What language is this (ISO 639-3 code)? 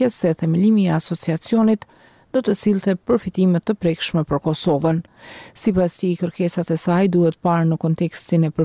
sqi